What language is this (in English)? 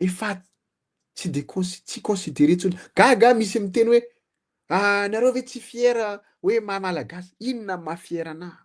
Malagasy